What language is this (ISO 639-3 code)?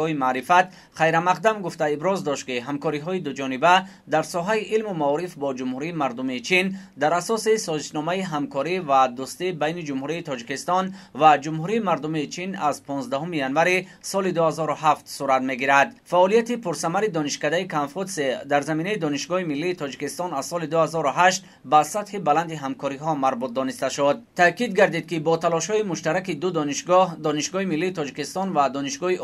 tgk